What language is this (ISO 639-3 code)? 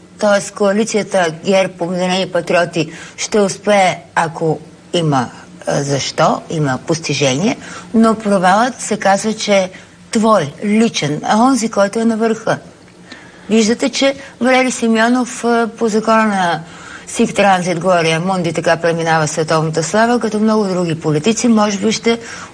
bul